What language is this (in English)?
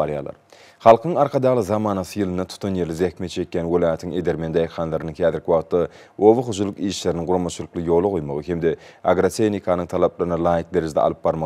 Turkmen